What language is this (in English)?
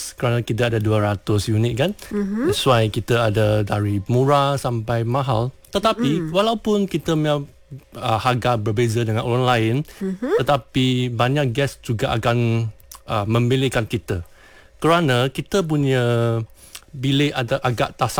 Malay